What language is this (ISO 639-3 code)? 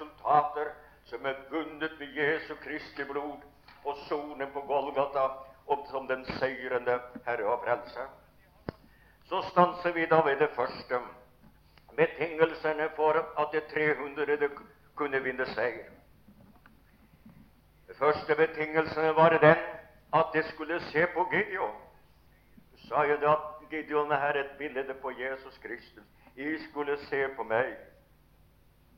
nor